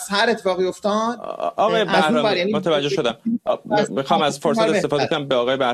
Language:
Persian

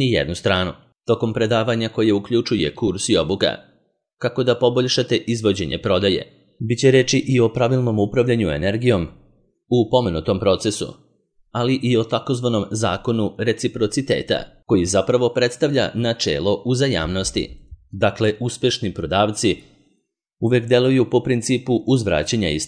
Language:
Serbian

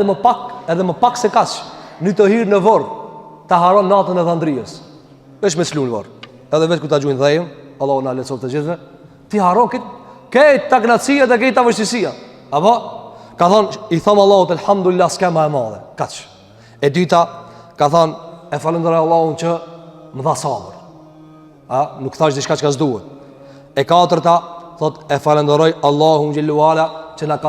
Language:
Albanian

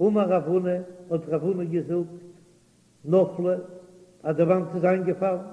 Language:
Yiddish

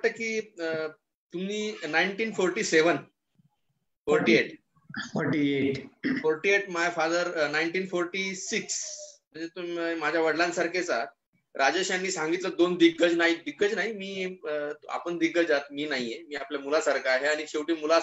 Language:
Marathi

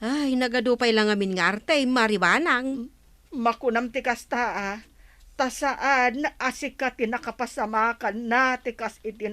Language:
Iloko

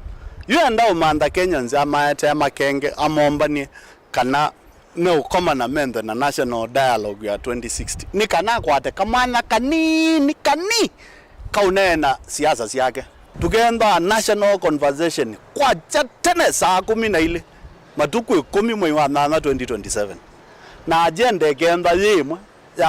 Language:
Kamba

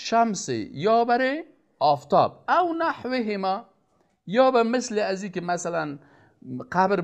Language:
Persian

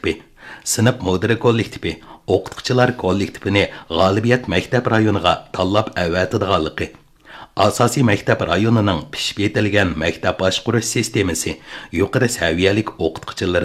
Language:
Uyghur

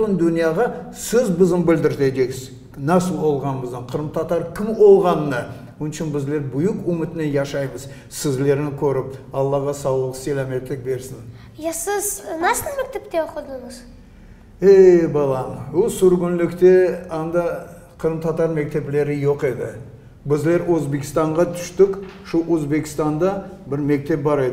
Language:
Crimean Tatar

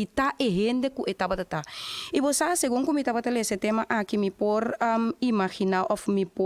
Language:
Papiamento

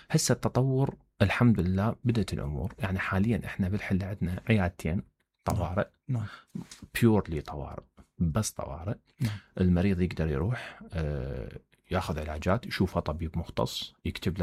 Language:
Mesopotamian Arabic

